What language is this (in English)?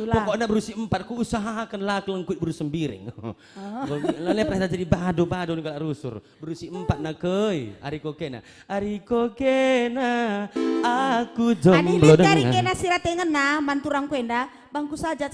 Batak Karo